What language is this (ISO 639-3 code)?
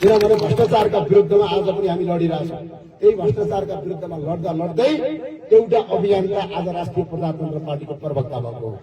nep